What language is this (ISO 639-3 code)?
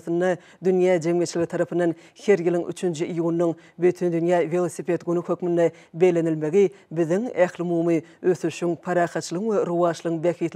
tuk